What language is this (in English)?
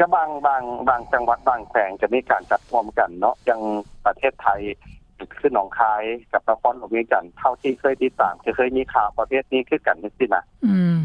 Lao